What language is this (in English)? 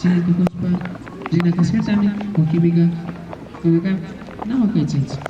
Imbabura Highland Quichua